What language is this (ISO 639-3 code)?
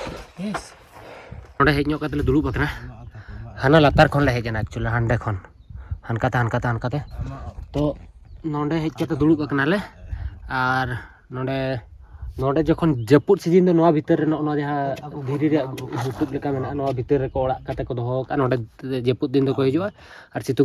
sat